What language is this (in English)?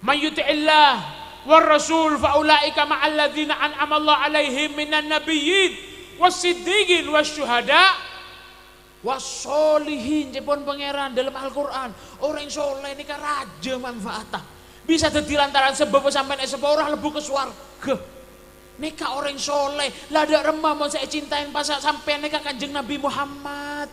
Madurese